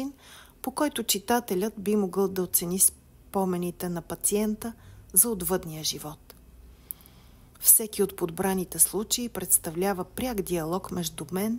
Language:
Bulgarian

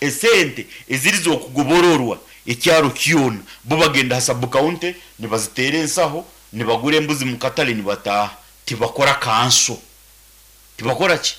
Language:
Nyankole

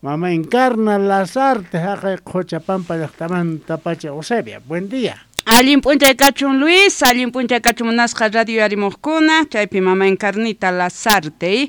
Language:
South Bolivian Quechua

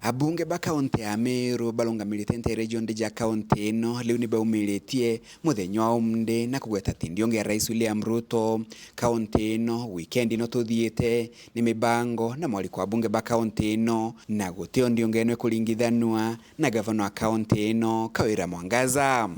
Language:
Meru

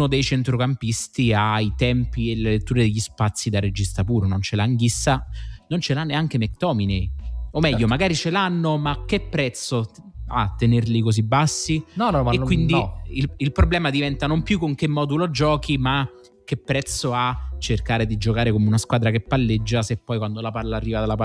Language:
Italian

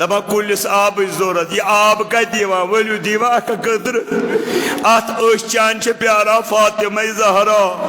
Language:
Kashmiri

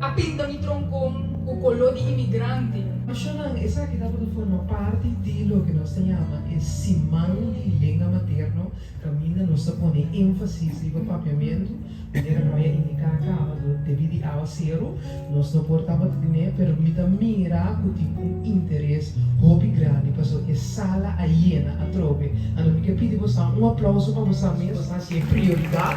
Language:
Papiamento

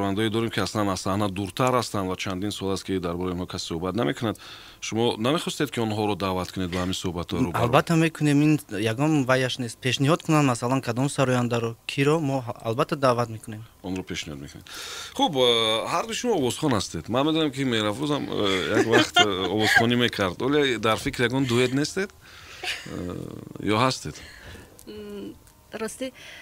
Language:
Tajik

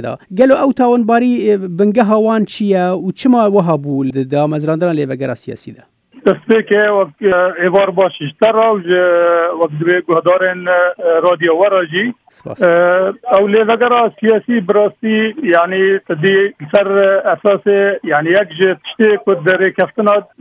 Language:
Kurdish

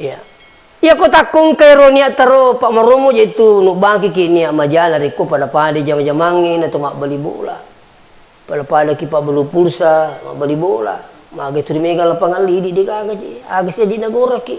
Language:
Buginese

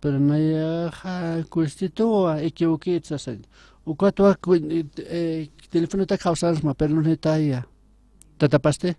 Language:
Aymara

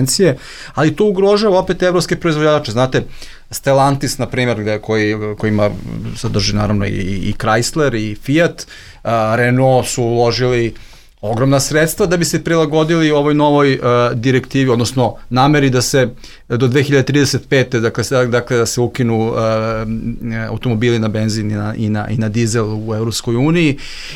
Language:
Serbian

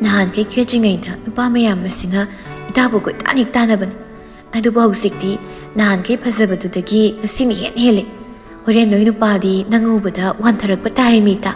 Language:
Manipuri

